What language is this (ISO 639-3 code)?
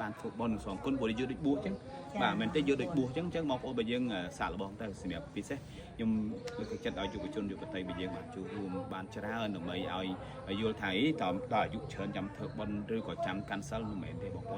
khm